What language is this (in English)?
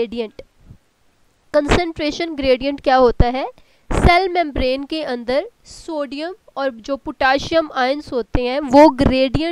Hindi